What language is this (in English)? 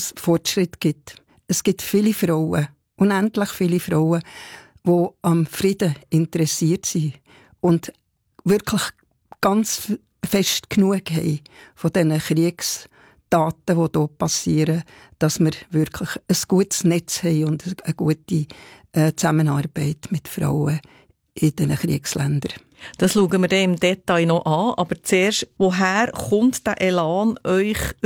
German